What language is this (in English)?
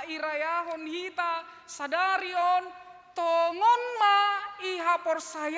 Batak Simalungun